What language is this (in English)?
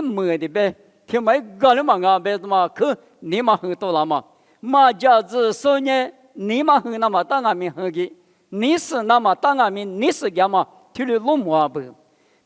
Lisu